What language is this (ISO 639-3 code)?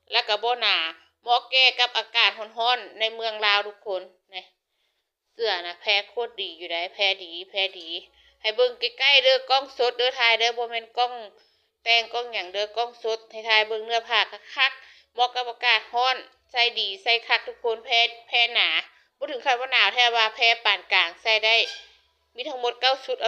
lao